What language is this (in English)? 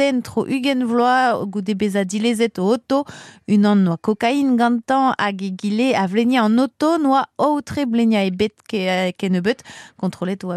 Breton